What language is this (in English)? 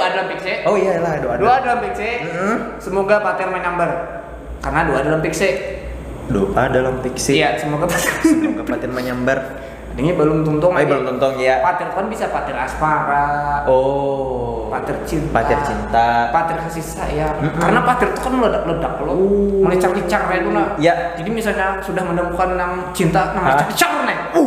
Banjar